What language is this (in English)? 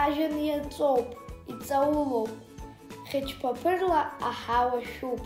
Abkhazian